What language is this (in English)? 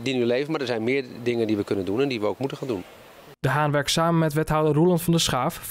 Dutch